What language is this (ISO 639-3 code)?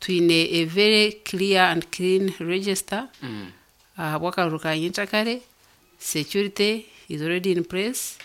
nyn